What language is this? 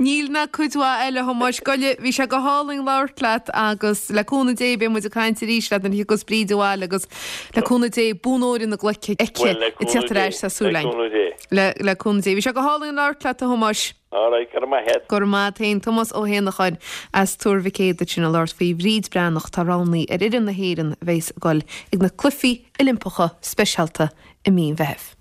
Irish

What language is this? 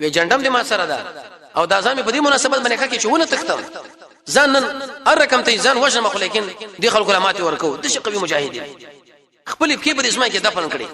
Pashto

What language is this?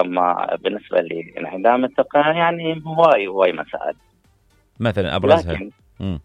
Mesopotamian Arabic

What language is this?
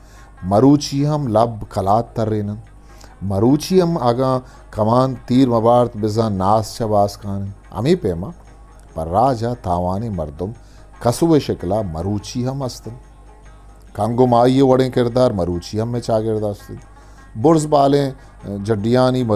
Eastern Balochi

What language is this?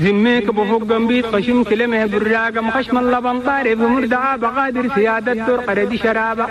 Chadian Arabic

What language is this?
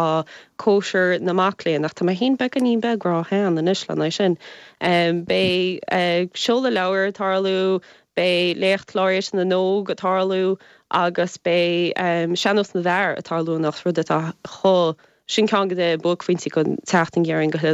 Irish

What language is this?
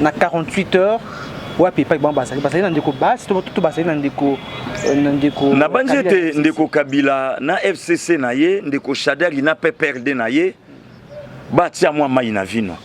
Lingala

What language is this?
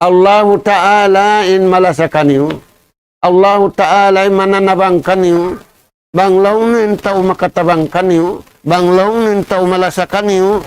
Tausug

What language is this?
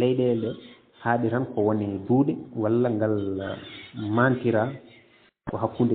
Fula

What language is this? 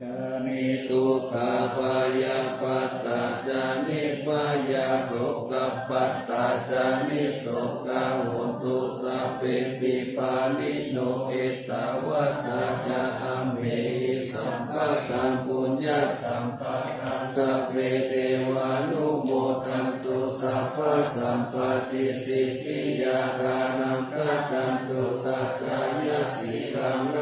Pali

